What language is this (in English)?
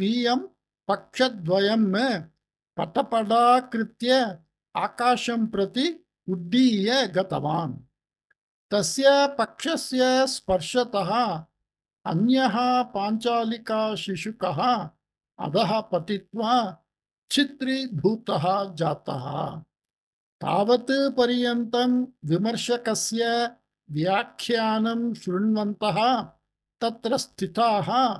Sanskrit